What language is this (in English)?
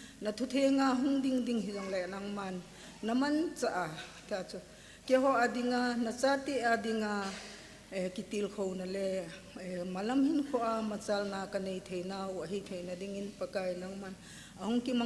Thado Chin